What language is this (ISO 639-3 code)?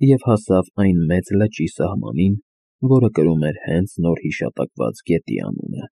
hye